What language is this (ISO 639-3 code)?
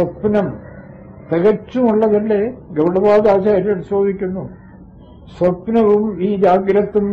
mal